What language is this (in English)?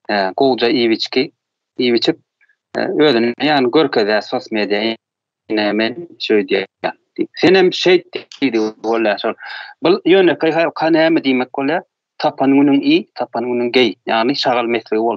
Turkmen